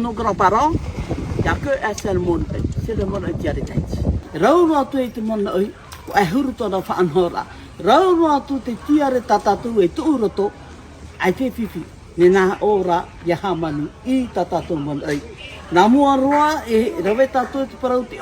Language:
Tahitian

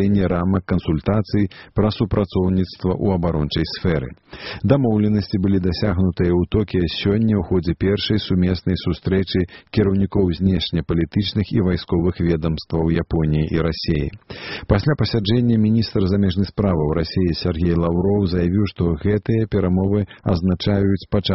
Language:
Belarusian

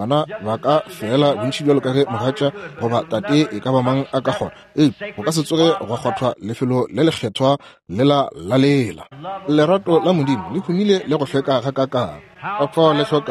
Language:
Northern Sotho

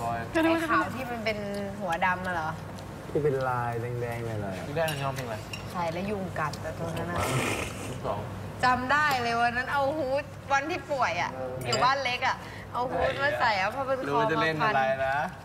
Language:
Thai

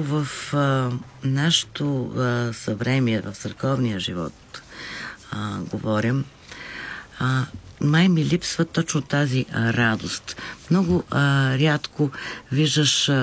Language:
Bulgarian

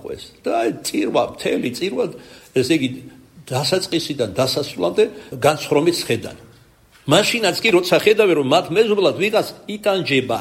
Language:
Georgian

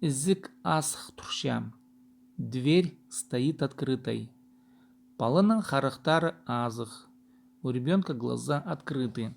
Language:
Khakas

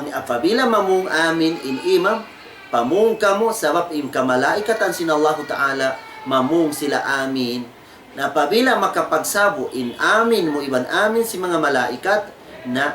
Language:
Tausug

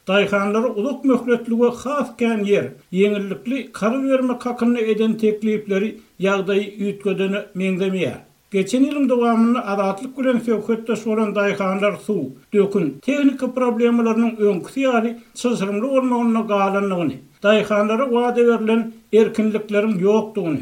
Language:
Turkmen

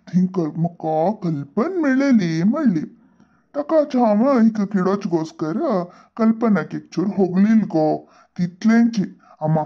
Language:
Konkani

